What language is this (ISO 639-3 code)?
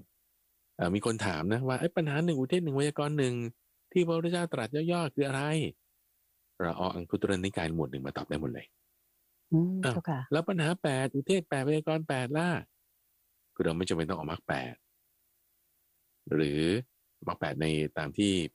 tha